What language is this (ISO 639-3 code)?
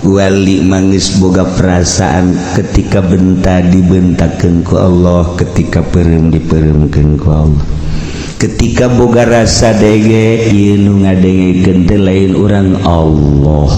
sun